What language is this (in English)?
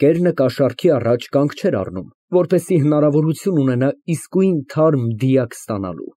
Armenian